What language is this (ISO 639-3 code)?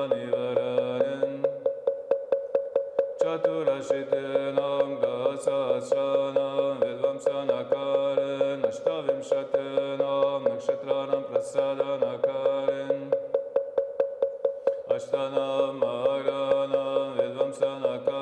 vie